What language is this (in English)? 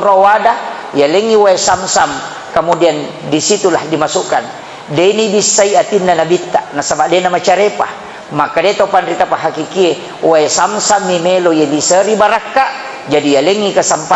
Buginese